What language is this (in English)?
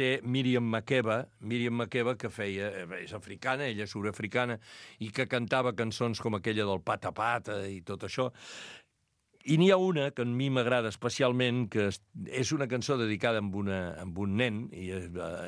Catalan